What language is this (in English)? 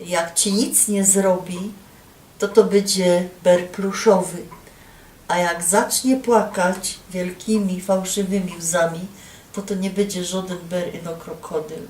Silesian